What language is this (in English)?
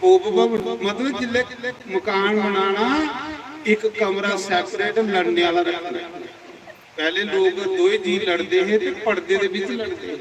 Dogri